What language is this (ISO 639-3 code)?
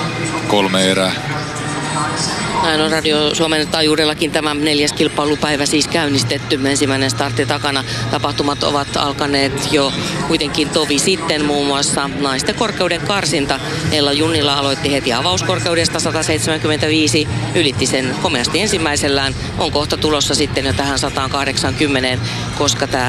fin